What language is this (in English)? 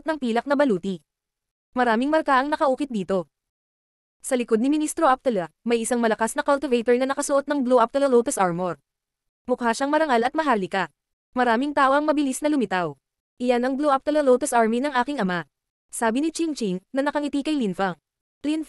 Filipino